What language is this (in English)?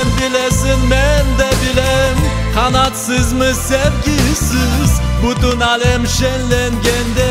Turkish